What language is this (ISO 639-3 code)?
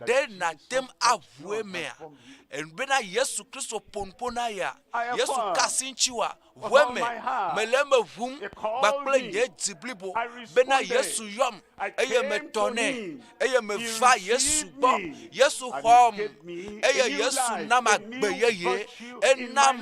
ewe